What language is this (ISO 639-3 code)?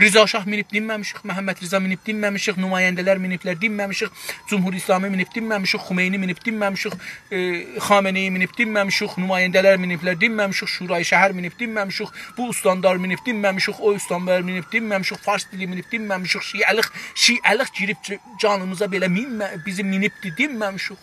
azb